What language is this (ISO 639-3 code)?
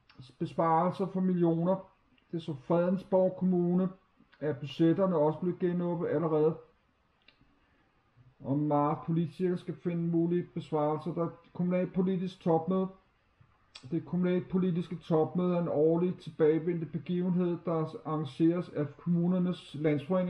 dan